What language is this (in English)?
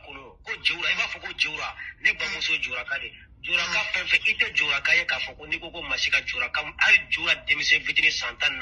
Bambara